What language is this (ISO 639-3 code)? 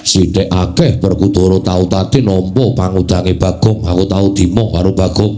jav